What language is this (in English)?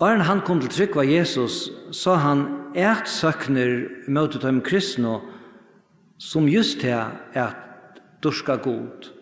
Faroese